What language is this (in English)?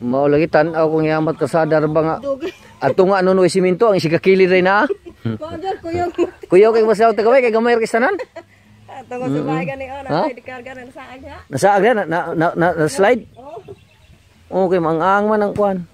Cebuano